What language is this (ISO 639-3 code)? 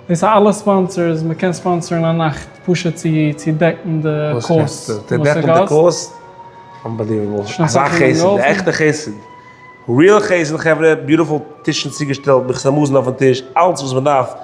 yid